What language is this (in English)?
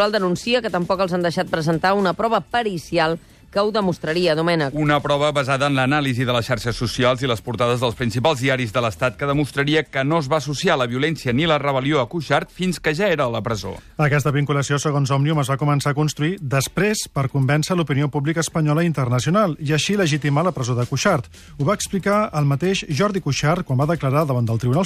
Catalan